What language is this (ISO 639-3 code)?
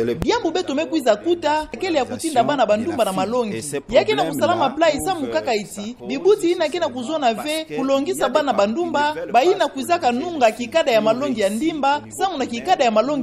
ktu